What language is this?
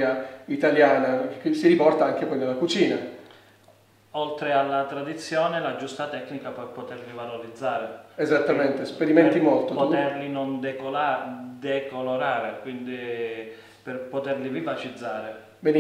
Italian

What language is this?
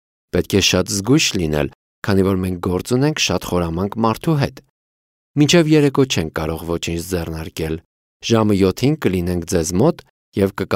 Armenian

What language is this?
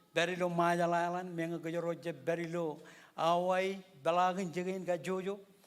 Marshallese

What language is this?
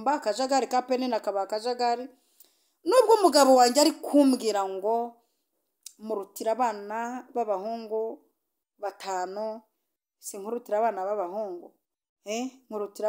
Kinyarwanda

